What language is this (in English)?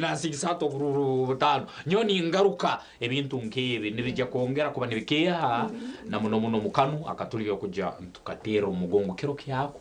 Nyankole